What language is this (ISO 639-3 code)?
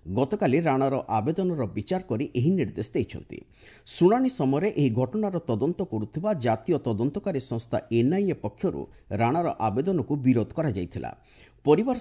ori